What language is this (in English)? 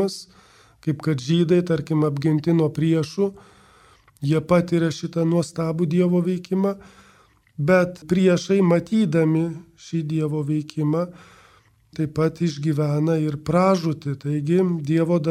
Lithuanian